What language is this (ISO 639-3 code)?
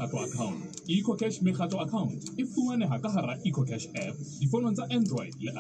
sot